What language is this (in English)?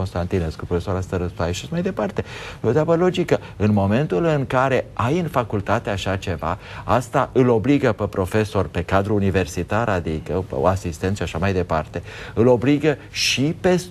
Romanian